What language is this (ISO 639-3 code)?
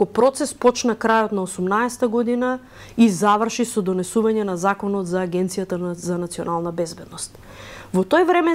mkd